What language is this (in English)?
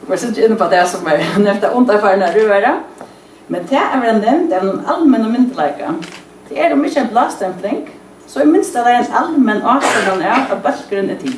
Faroese